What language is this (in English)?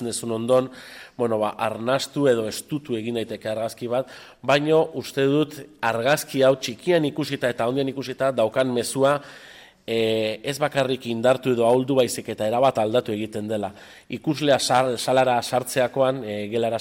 Basque